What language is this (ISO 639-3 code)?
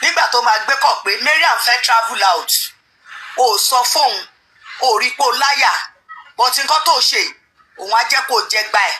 yor